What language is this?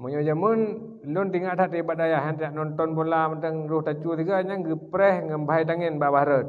Achinese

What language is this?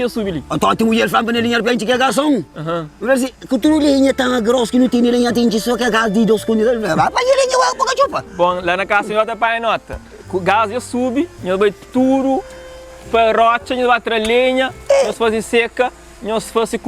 Kabuverdianu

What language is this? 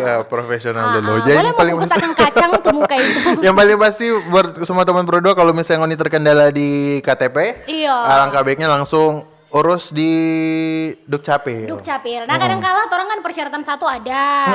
Manado Malay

